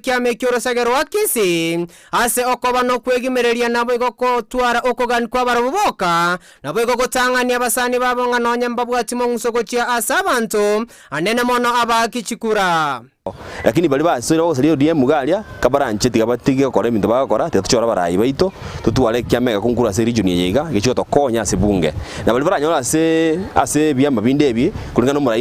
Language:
Gusii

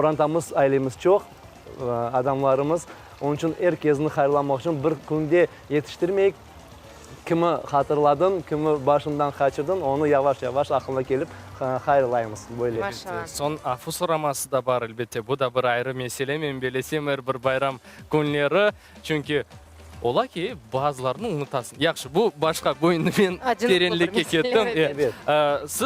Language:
Crimean Tatar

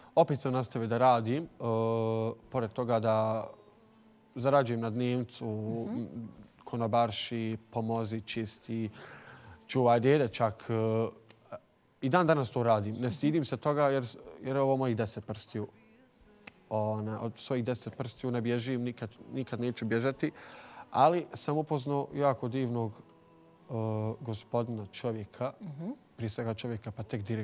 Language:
Bosnian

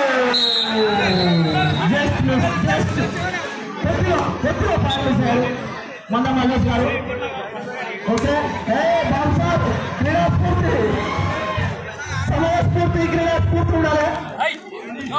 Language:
Telugu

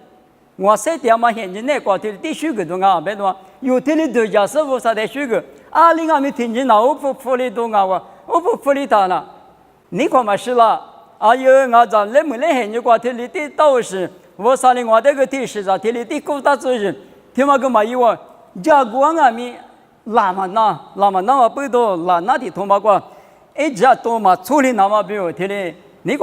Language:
Lisu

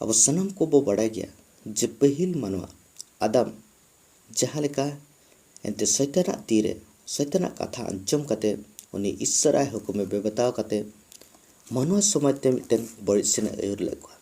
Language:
Santali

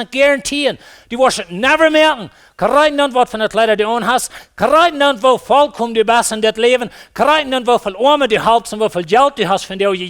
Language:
Plautdietsch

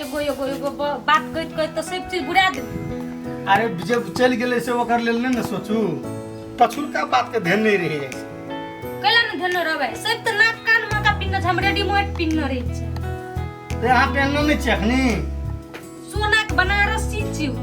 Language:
Maithili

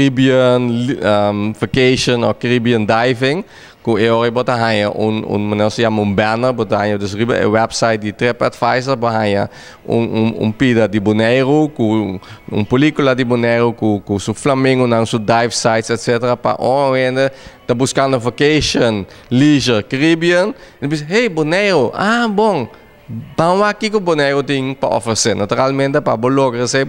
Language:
Papiamento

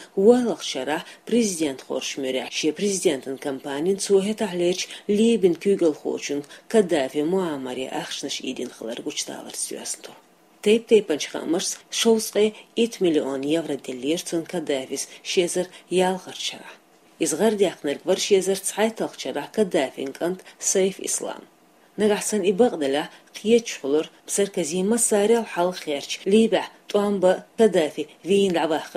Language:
Chechen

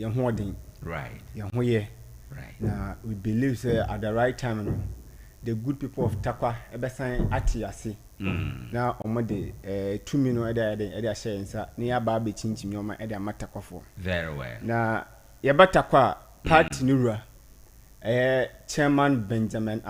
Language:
Akan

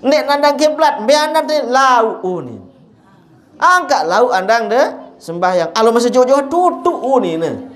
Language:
Sasak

